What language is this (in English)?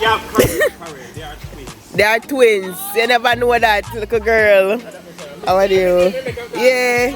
Jamaican Creole English